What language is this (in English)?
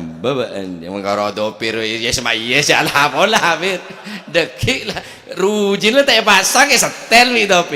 Madurese